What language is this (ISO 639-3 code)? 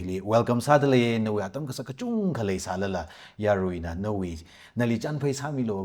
nmf